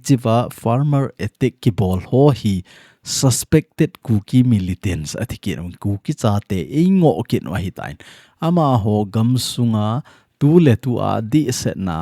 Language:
Thado Chin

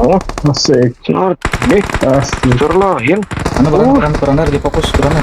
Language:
Banjar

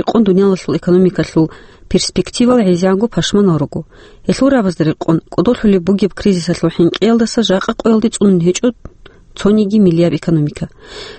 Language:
Avaric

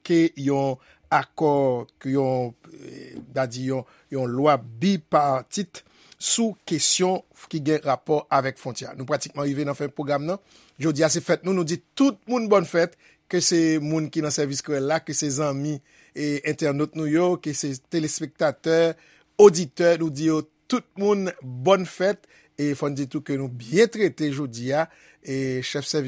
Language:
Haitian Creole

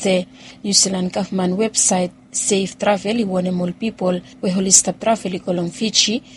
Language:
Bislama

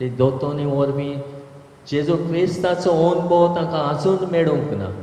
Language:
Konkani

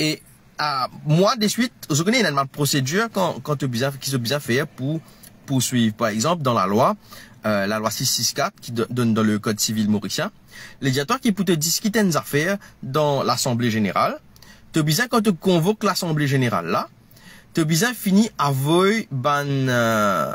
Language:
Morisyen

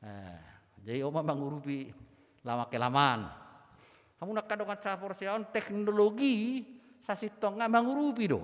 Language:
Batak Toba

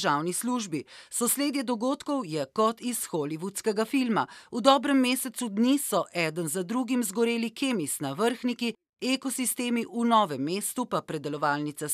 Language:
Slovenian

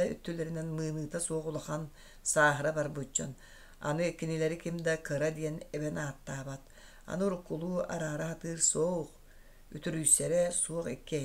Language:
Yakut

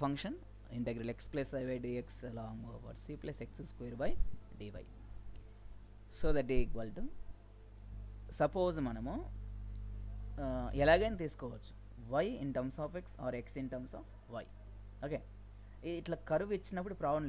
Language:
Telugu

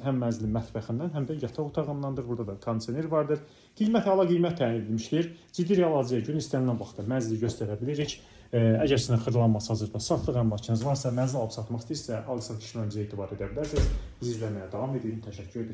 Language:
Azerbaijani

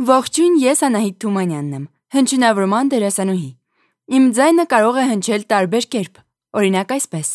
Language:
Armenian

